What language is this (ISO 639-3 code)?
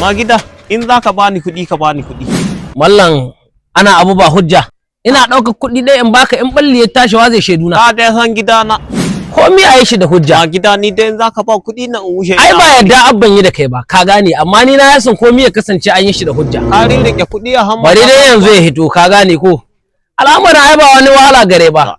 hau